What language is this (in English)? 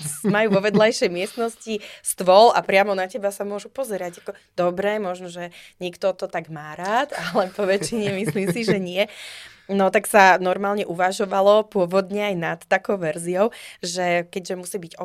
Slovak